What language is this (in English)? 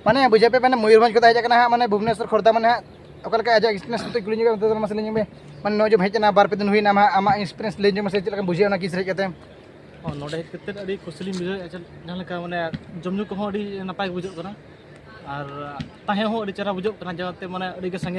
Santali